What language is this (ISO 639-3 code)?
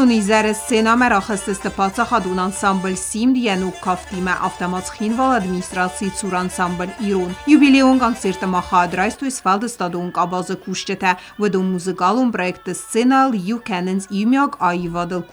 oss